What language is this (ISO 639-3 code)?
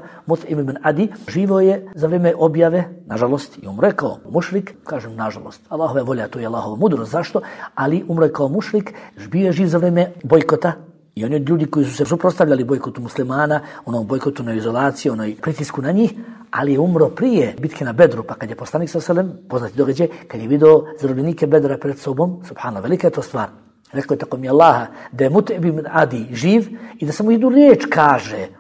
bos